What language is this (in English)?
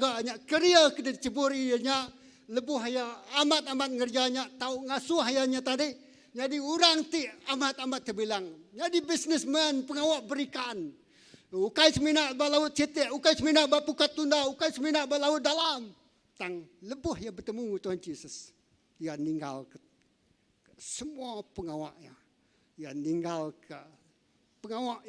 Iban